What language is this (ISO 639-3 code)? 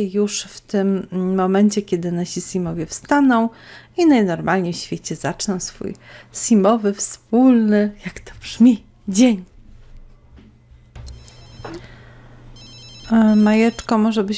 pol